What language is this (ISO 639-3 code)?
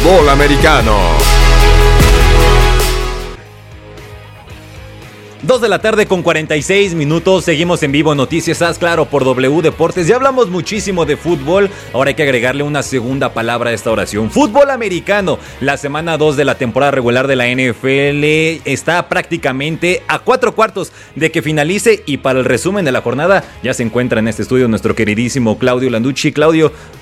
spa